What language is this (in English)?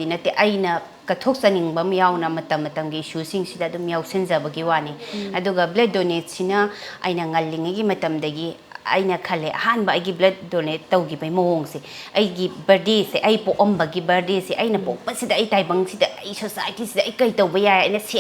Manipuri